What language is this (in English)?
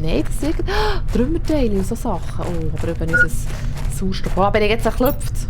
Swiss German